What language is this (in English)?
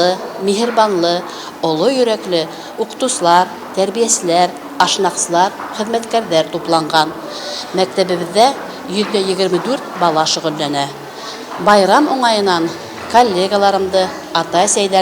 Bashkir